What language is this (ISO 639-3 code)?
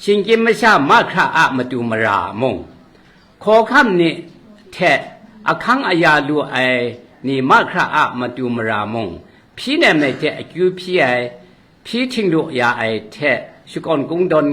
kac